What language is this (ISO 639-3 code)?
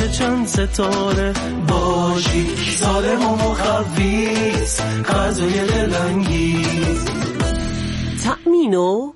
fas